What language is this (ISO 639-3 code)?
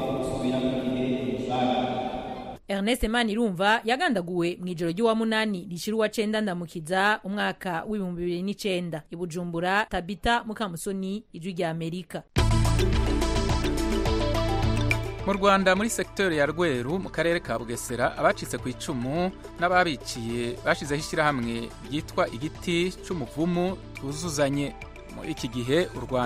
kin